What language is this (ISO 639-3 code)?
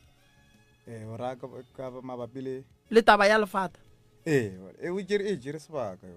nso